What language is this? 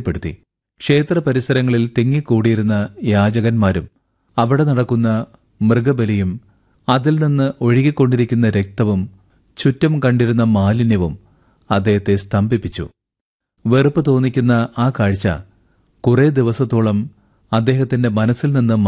Malayalam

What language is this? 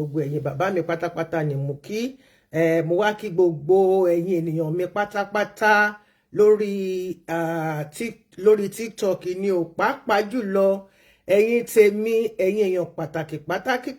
Yoruba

